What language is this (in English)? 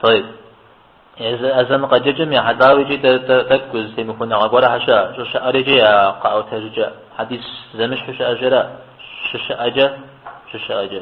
Kabardian